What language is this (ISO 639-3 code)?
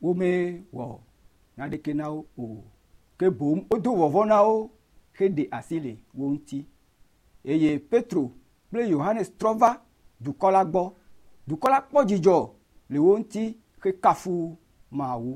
ewe